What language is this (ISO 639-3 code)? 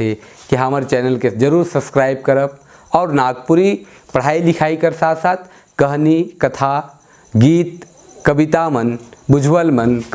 sck